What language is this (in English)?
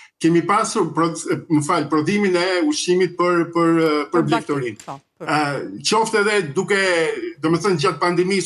Albanian